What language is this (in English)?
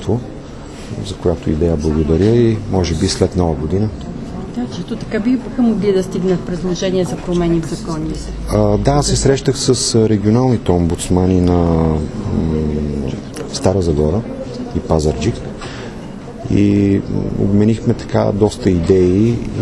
Bulgarian